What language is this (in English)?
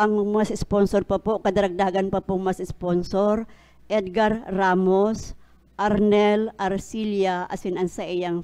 Bikol